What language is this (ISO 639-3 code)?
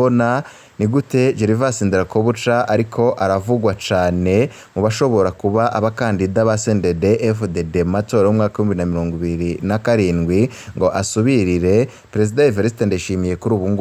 run